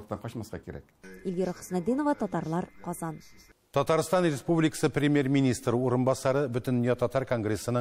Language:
Tatar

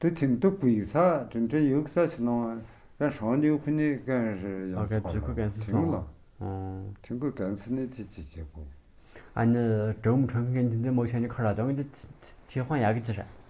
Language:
Tu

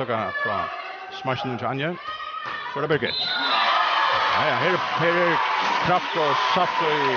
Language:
Faroese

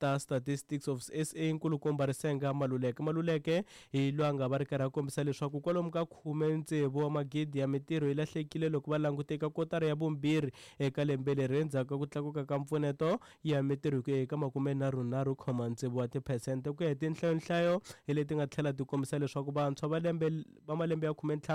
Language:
Tsonga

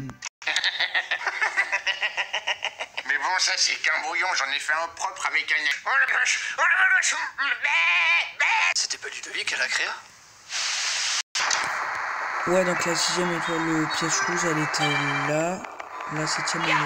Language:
French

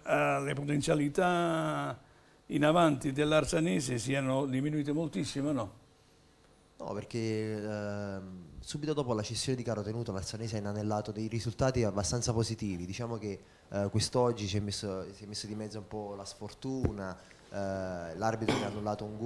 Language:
Italian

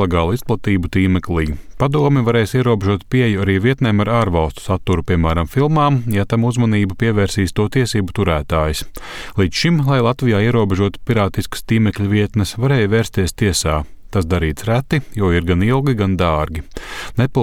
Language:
Latvian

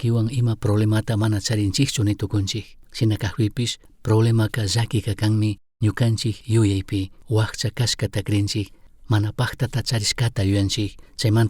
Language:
Chimborazo Highland Quichua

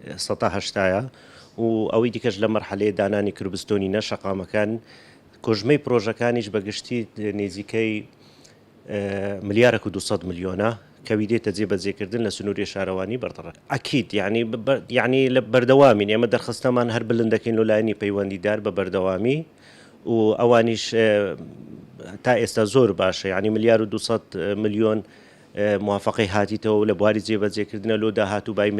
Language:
Central Kurdish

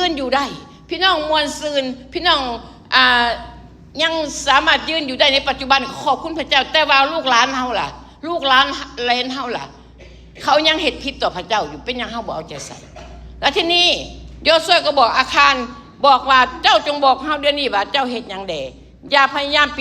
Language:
Lao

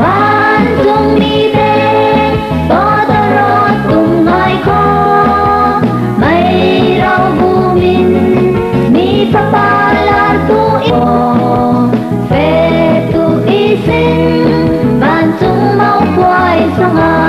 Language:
Falam Chin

